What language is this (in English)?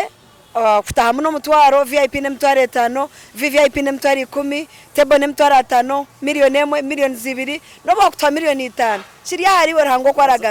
Nyankole